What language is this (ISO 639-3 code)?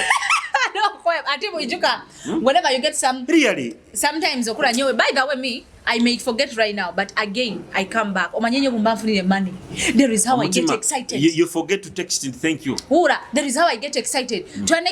nyo